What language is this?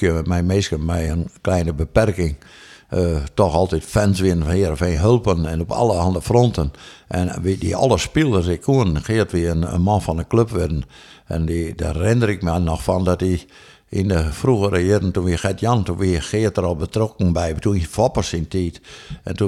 Western Frisian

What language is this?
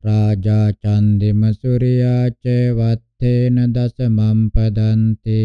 Pali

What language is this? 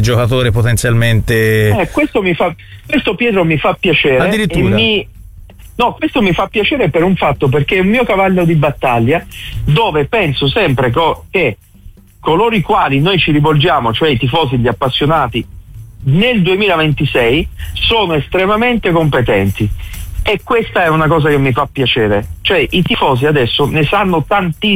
Italian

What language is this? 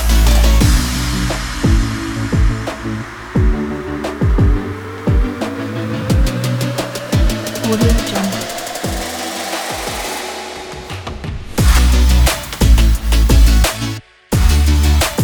Malay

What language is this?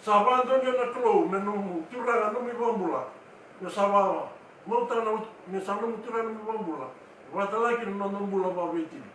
Fijian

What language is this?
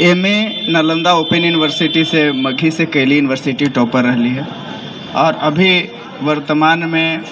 Magahi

